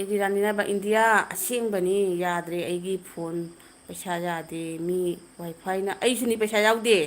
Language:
Manipuri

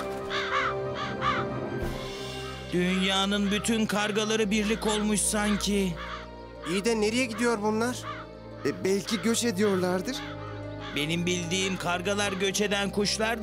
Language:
Turkish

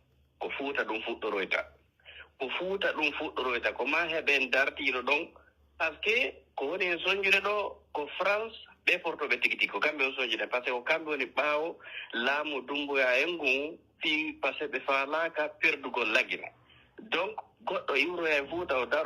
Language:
Pular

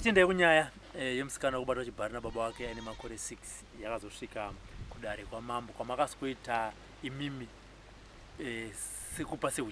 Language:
Shona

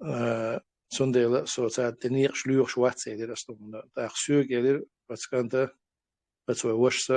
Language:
Chechen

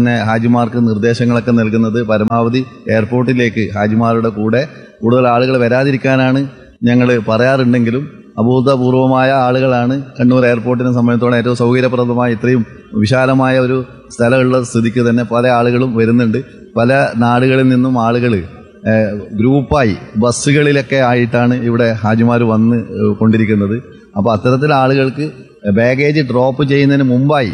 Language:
Malayalam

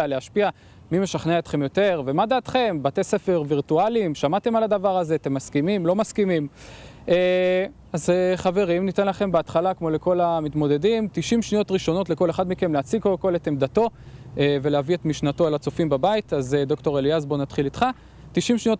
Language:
Hebrew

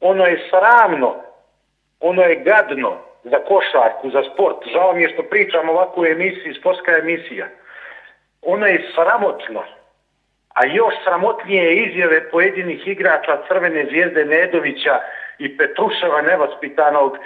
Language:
Serbian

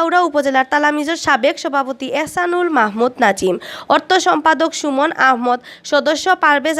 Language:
Sylheti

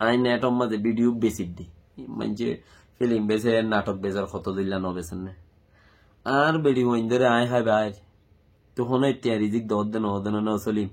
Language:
Rohingya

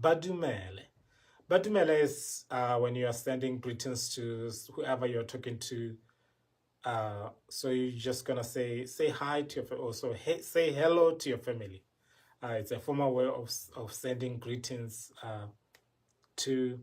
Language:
Tswana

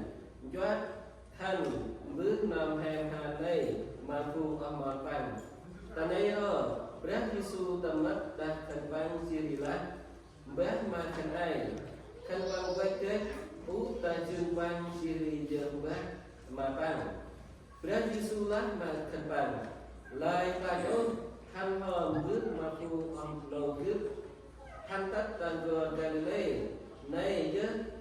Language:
Central Mnong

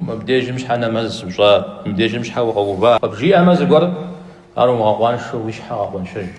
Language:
Kabardian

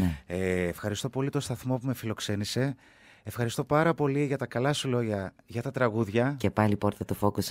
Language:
Greek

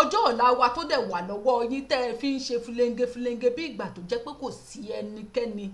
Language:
Yoruba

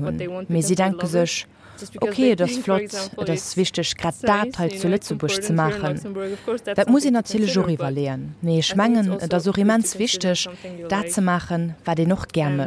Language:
Luxembourgish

